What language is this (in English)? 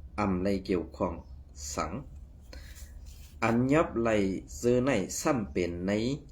Shan